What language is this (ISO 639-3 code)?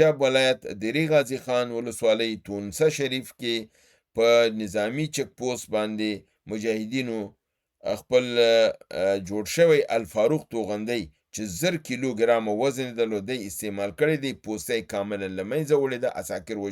pus